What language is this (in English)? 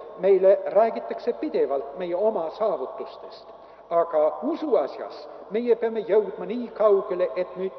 Estonian